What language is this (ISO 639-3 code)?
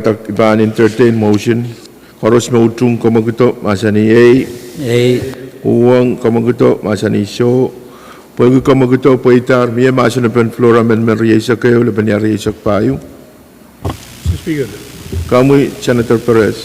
pon